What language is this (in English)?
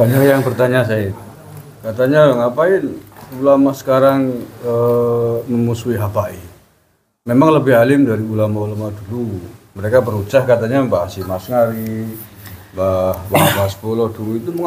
Indonesian